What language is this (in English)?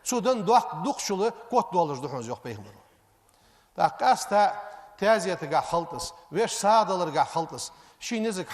Ingush